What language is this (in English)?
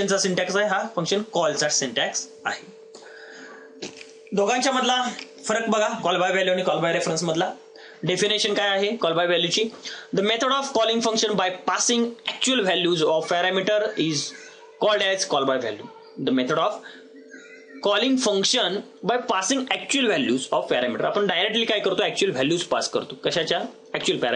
Marathi